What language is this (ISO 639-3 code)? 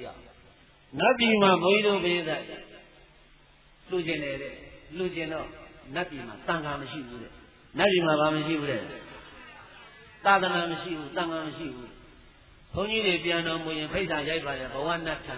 mya